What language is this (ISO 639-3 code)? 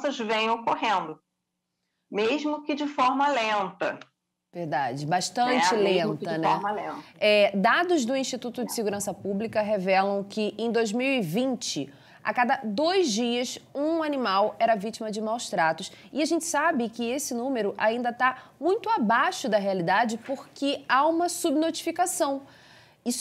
por